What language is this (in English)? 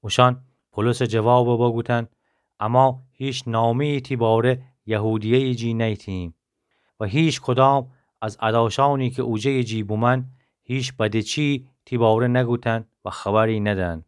Gilaki